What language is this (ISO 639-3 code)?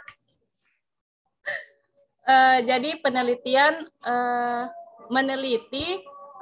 ind